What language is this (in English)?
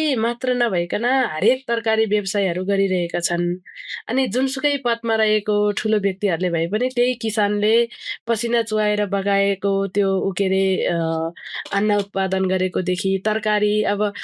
Nepali